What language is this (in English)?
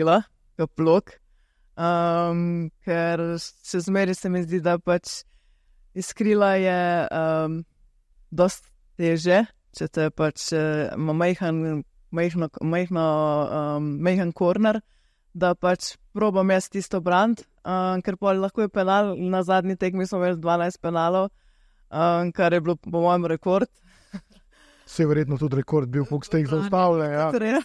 Slovenian